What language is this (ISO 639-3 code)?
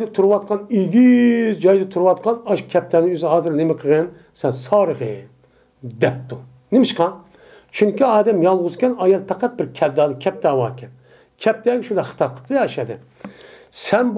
uig